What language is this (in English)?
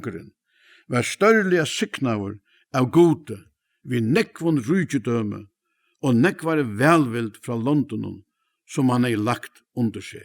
Faroese